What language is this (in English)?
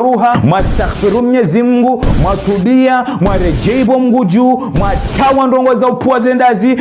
Ngazidja Comorian